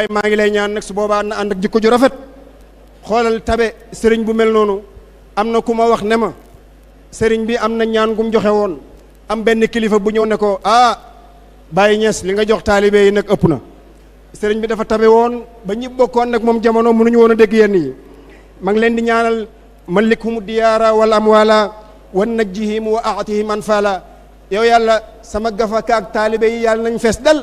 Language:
Wolof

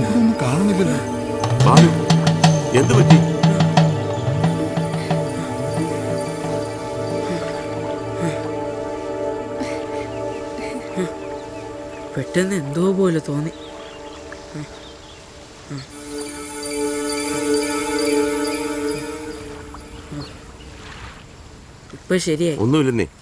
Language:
Malayalam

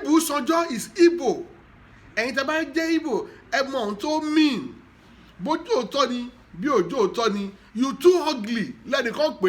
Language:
Yoruba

